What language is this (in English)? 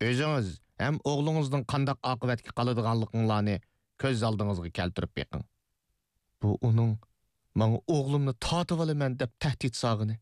Uyghur